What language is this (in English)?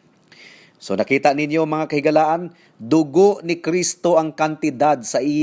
Cebuano